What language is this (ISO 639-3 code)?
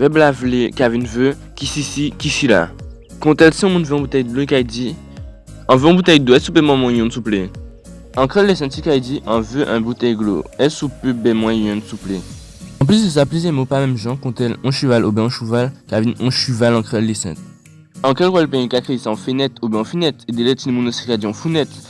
gcf